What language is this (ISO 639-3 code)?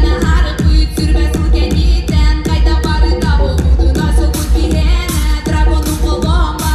sah